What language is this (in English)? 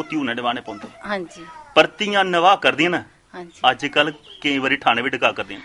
Dogri